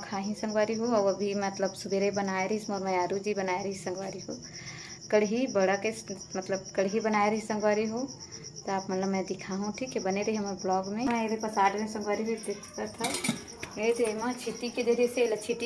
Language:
Chhattisgarhi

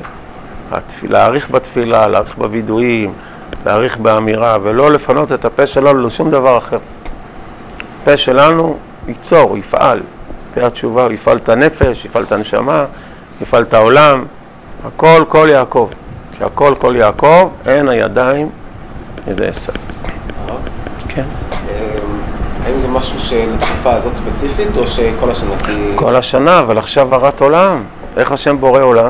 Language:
Hebrew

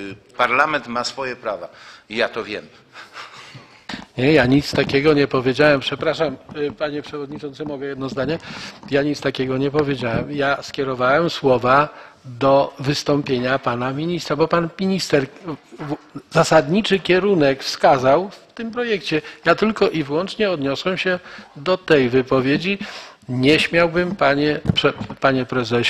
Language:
Polish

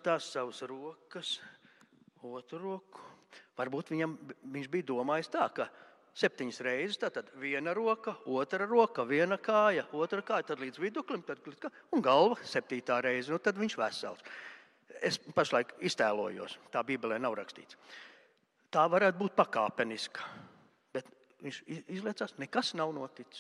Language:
Latvian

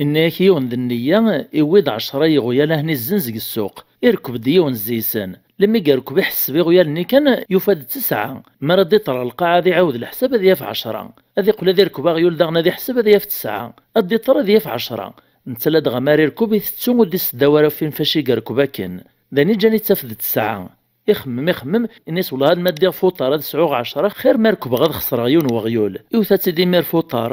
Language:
Kabyle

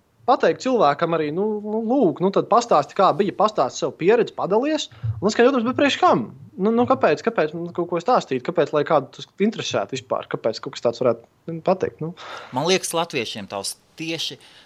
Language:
Latvian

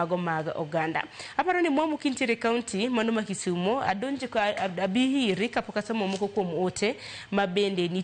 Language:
Luo (Kenya and Tanzania)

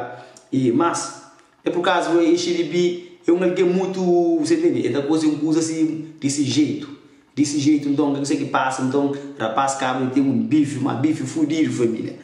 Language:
Kabuverdianu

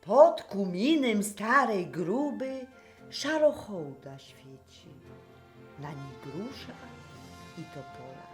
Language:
Silesian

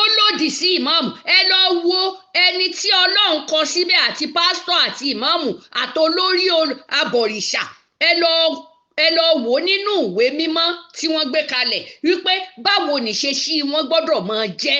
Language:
Yoruba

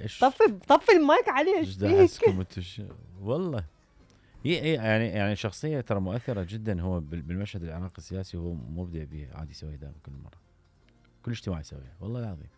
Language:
Mesopotamian Arabic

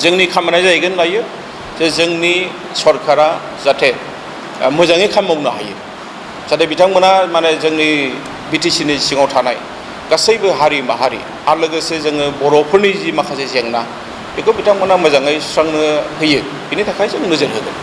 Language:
Bodo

